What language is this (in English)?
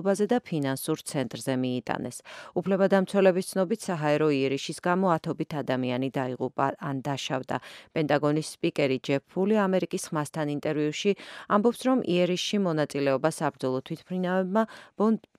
Georgian